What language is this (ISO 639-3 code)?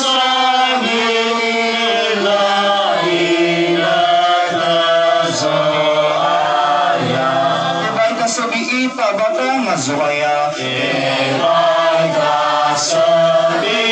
nia